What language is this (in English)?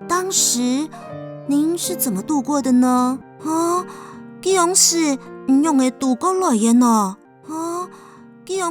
Hakka Chinese